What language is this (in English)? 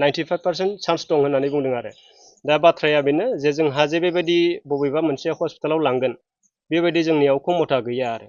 Bodo